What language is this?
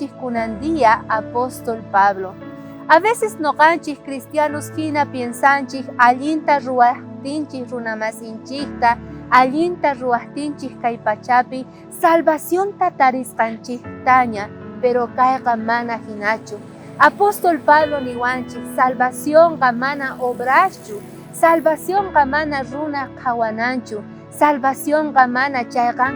South Bolivian Quechua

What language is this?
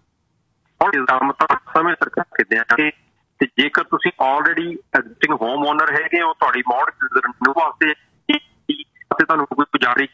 Punjabi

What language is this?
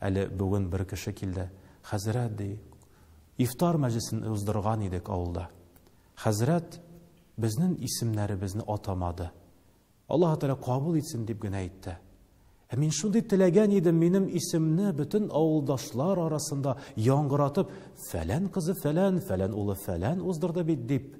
Tatar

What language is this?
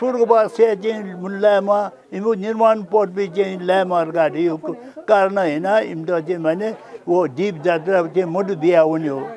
Newari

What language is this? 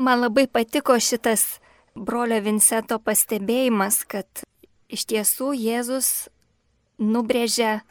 Lithuanian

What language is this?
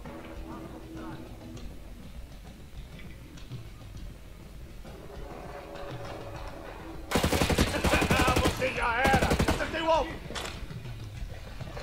Portuguese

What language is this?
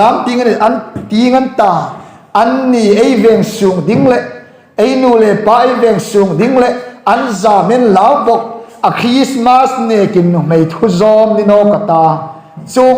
Hmar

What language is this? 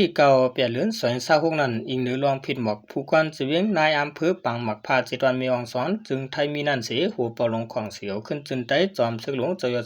Shan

